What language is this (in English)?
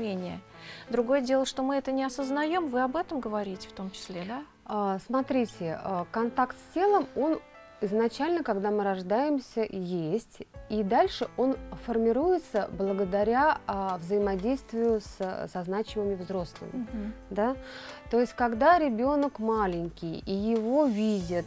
Russian